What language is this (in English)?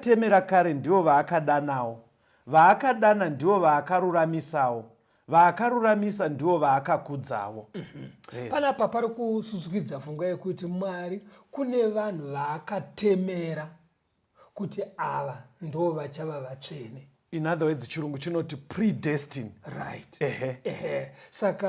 Shona